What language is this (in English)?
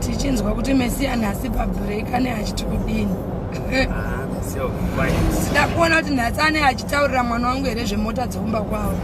Shona